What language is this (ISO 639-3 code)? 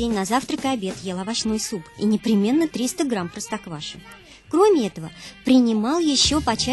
rus